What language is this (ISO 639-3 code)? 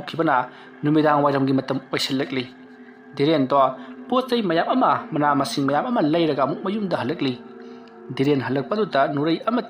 mni